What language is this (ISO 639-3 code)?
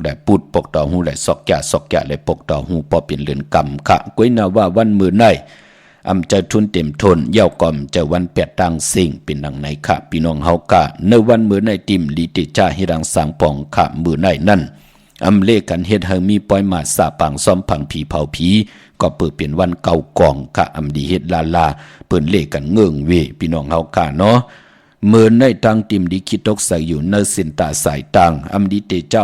shn